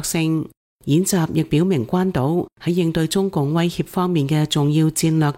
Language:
Cantonese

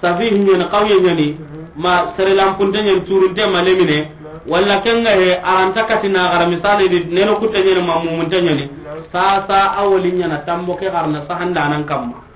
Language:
Soninke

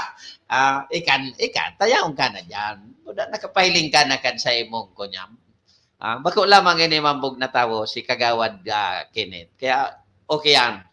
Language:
Bikol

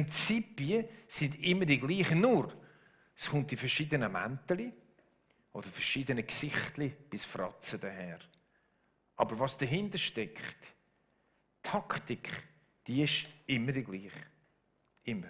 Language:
Swiss German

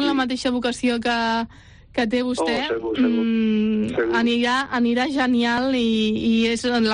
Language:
Catalan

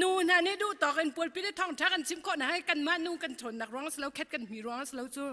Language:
Hakha Chin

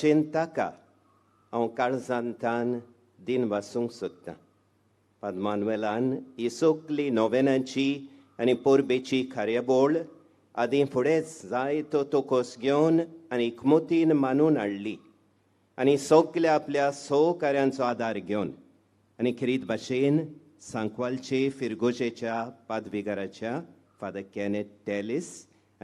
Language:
Konkani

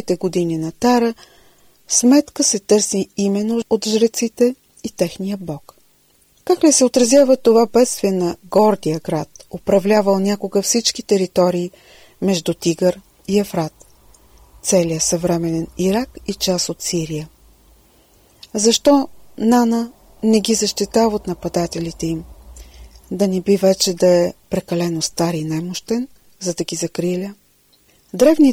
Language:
Bulgarian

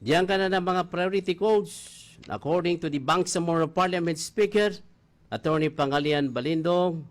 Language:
Maranao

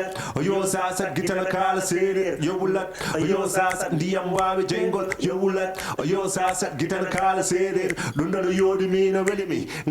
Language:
Fula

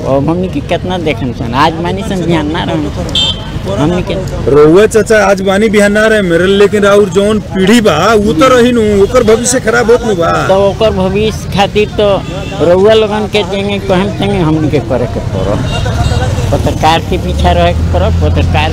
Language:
Bhojpuri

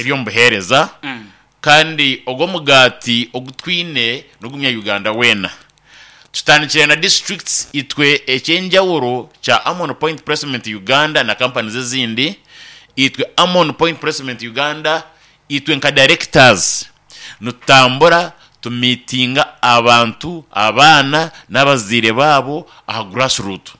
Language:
Nyankole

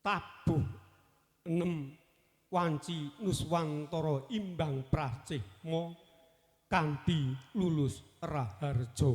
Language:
Javanese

